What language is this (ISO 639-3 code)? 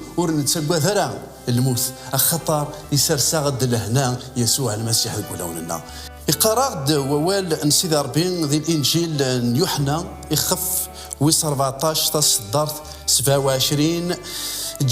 kab